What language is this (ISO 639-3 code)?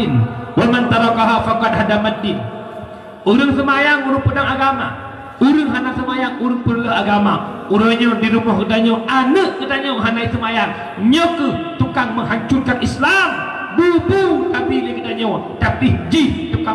ace